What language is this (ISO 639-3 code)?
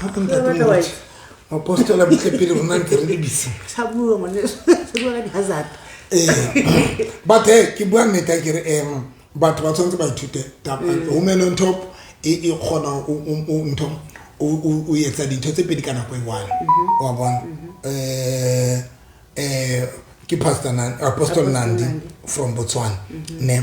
sot